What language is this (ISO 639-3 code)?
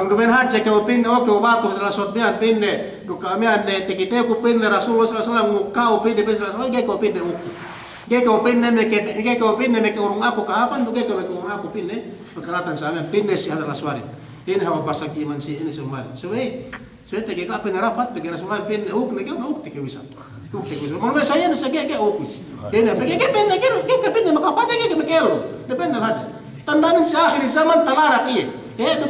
yka